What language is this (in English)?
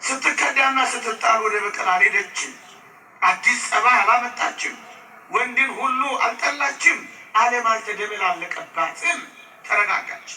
Amharic